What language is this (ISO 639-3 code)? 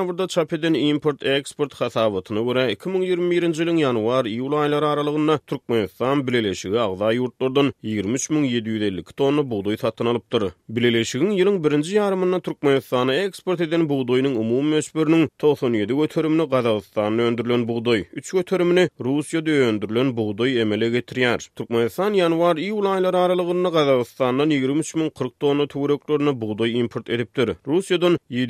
tuk